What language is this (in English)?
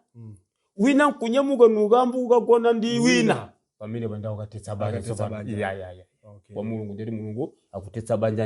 Nyanja